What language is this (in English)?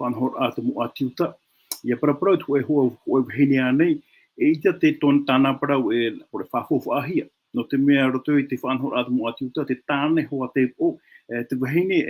Tahitian